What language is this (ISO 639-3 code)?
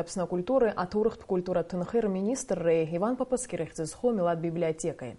abk